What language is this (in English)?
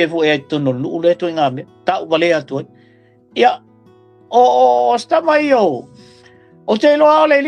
Samoan